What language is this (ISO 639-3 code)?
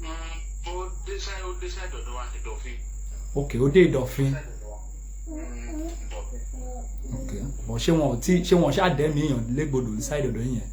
yor